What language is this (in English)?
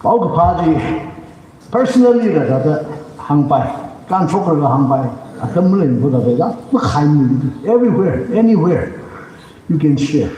Tangkhul Naga (India)